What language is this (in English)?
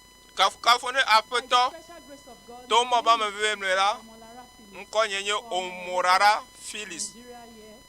Ewe